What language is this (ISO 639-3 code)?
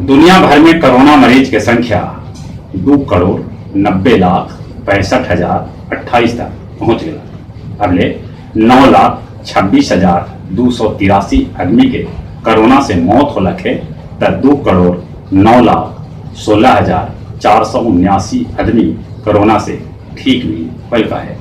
mag